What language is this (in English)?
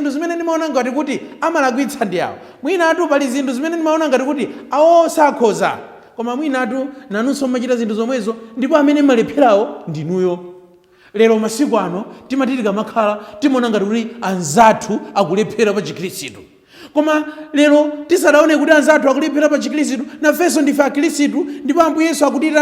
Nyanja